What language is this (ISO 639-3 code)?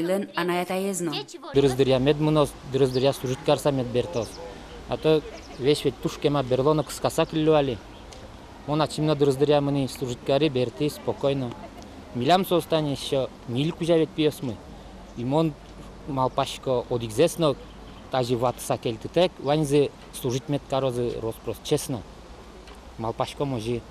udm